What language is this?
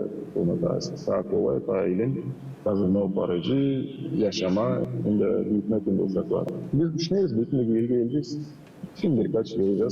Gagauz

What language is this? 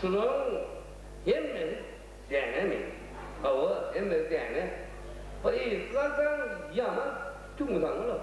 Turkmen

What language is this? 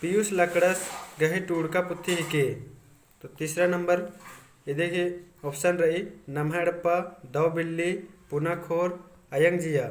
Kurukh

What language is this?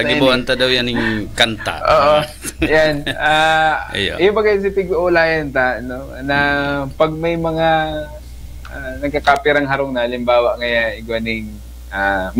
Bikol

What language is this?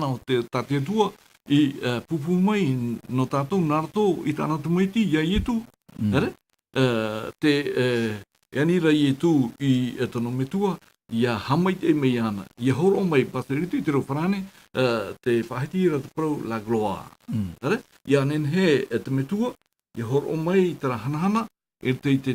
Tahitian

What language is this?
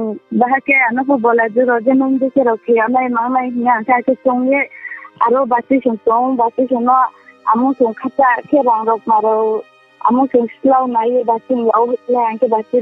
Riang (India)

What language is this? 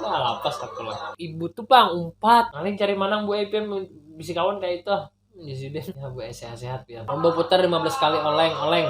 Banjar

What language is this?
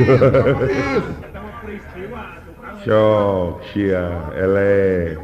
Sundanese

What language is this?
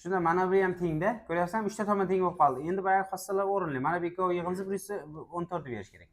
Uzbek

